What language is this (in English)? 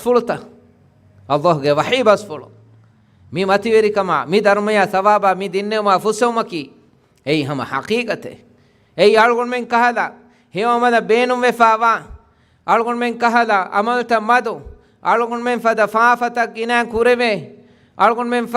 Divehi